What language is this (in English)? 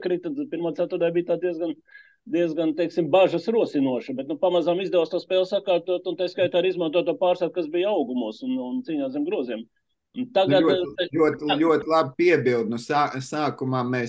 Latvian